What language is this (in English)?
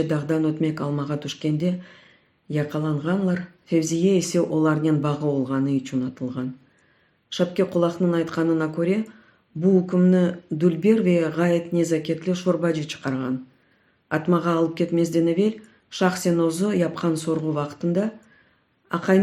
Crimean Tatar